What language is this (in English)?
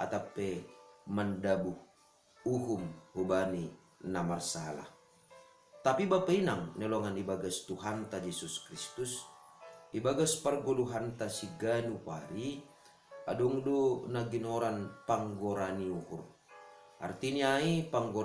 Batak Simalungun